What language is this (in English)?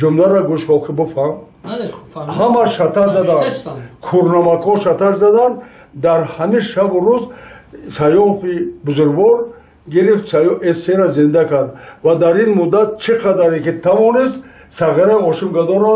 Tajik